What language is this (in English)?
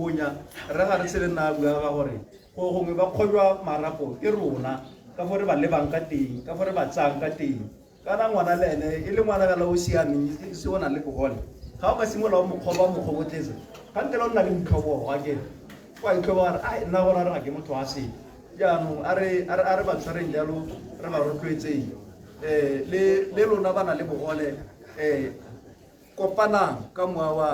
Tswana